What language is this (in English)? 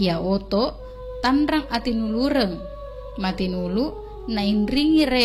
Buginese